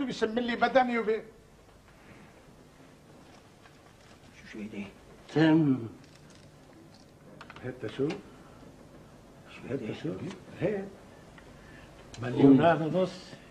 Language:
North Levantine Arabic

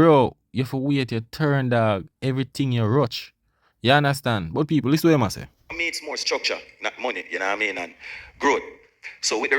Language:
Jamaican Creole English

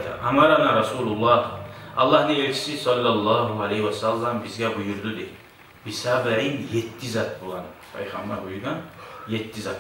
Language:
Kumyk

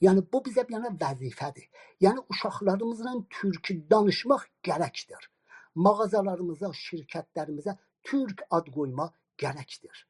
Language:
South Azerbaijani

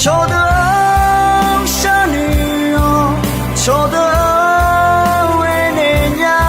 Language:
Akha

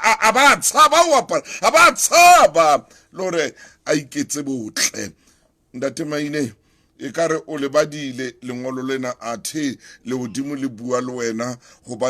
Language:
Southern Sotho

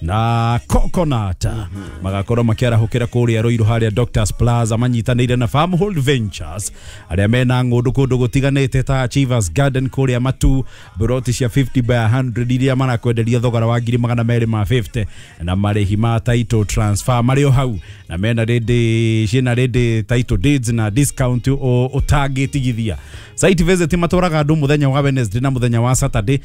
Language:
Kikuyu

